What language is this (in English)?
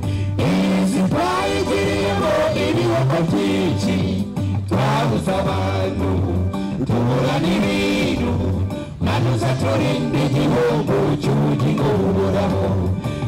Kinyarwanda